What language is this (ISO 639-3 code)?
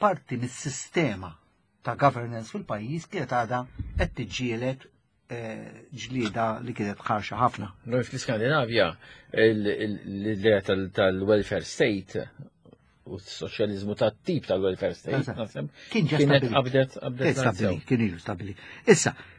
mlt